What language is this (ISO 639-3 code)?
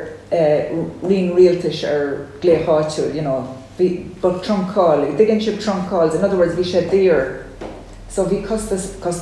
gle